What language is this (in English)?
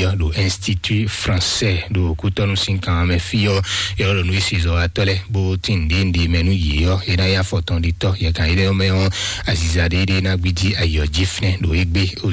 Fon